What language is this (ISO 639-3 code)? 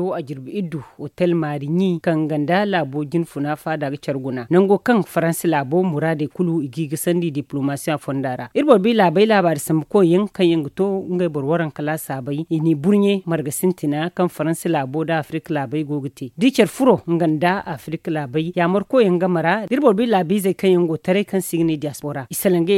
dje